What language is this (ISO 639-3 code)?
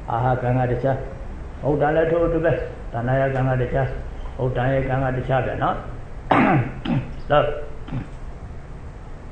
mya